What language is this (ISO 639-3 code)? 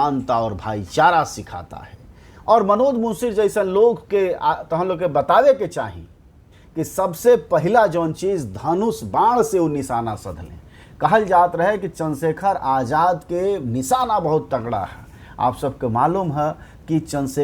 bho